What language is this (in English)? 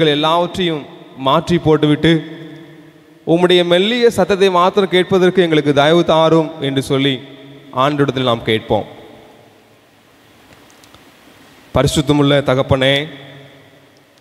Tamil